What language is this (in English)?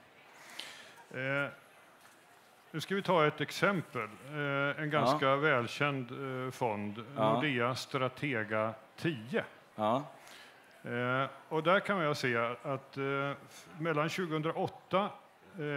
Swedish